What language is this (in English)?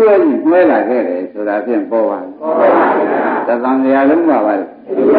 Burmese